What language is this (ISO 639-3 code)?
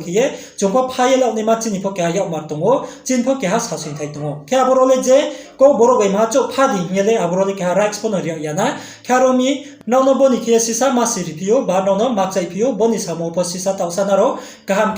ria